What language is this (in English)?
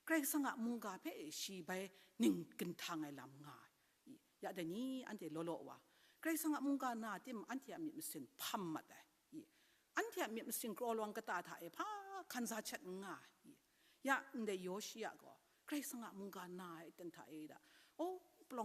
Kachin